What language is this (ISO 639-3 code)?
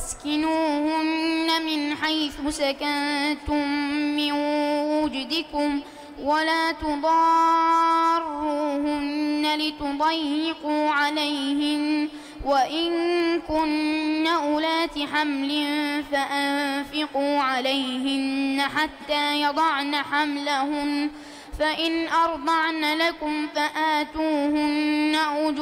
ara